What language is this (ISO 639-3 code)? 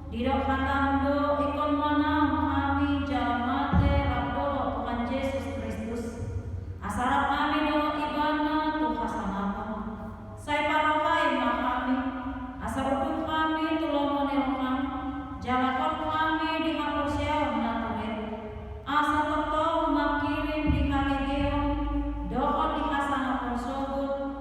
bbc